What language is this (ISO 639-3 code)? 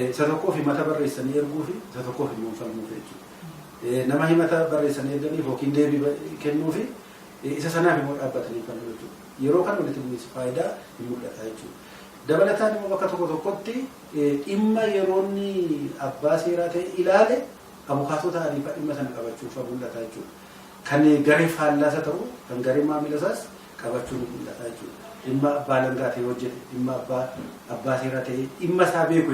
orm